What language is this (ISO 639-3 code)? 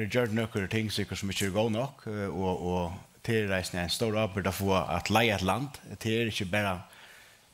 fao